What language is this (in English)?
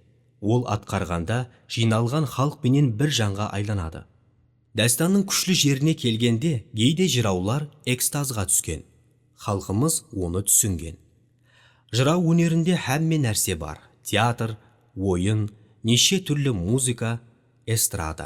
Kara-Kalpak